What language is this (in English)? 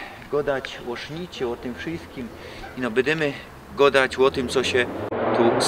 Silesian